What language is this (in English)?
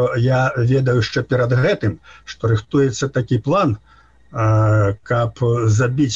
Belarusian